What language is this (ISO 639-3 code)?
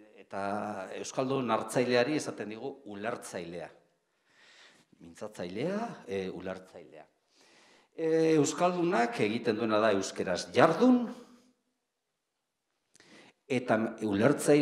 eus